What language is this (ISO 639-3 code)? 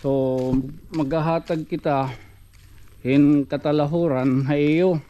war